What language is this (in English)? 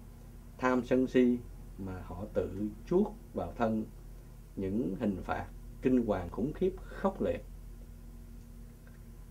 Vietnamese